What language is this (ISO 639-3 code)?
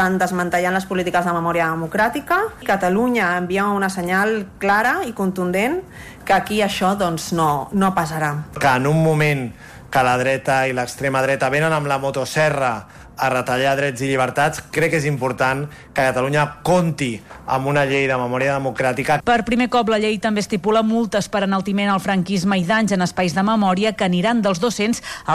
cat